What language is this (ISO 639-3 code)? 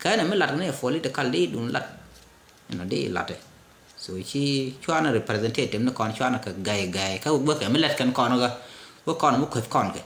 nus